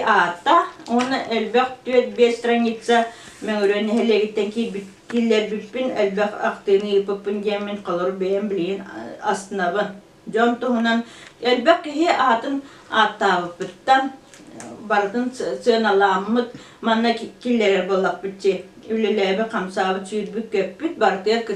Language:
Yakut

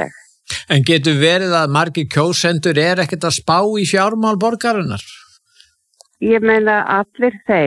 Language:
Icelandic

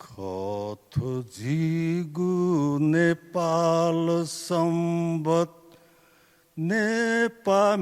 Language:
Newari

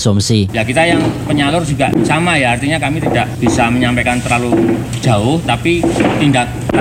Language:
Indonesian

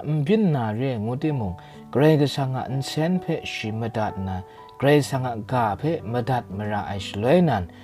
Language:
Kachin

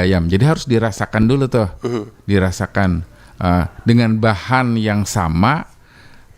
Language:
Banjar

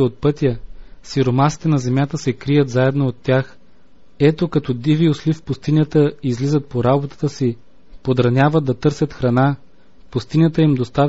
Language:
Bulgarian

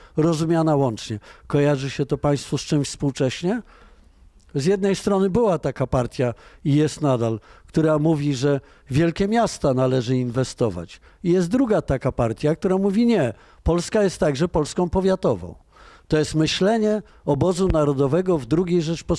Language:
Polish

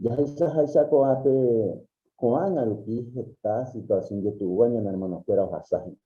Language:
Guarani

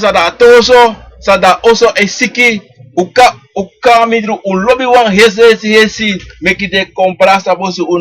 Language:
Sranan Tongo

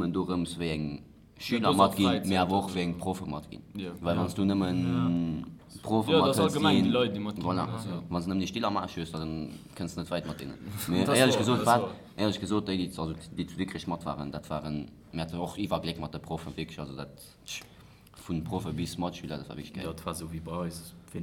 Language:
Luxembourgish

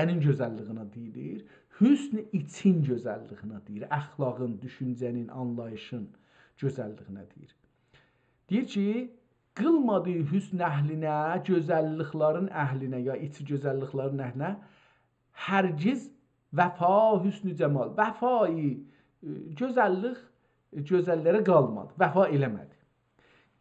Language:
South Azerbaijani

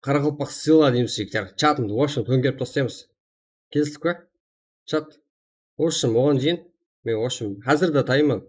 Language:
Kara-Kalpak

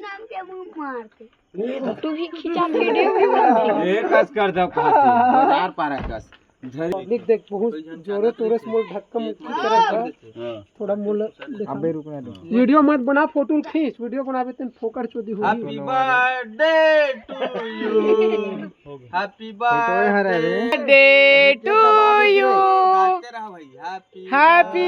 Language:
Chhattisgarhi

